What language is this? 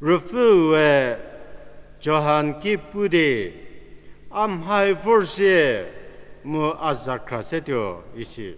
Angami Naga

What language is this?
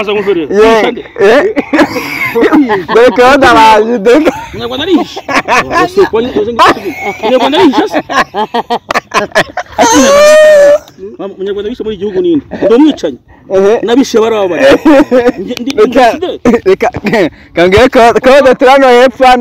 Kinyarwanda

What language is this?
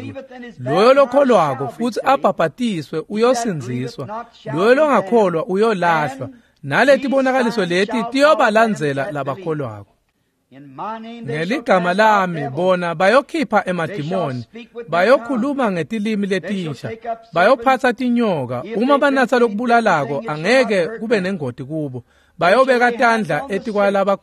Swati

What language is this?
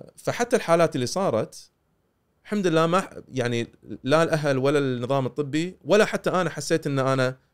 Gulf Arabic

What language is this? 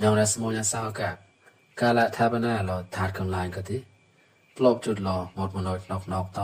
Mon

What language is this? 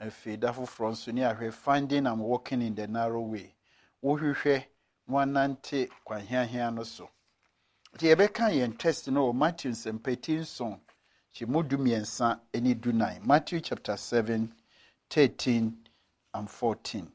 Akan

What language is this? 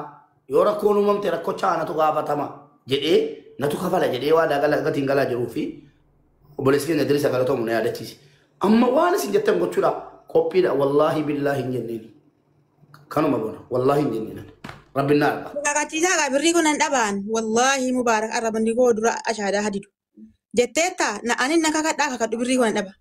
Oromo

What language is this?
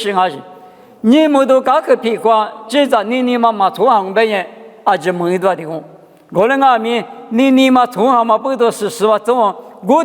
Lisu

